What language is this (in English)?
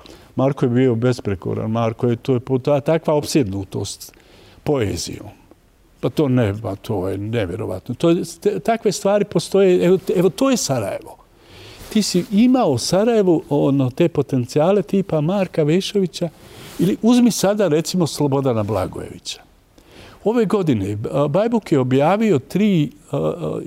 Bosnian